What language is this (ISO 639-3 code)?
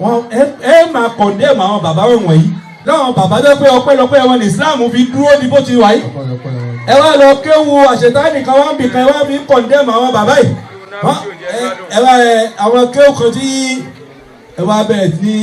yor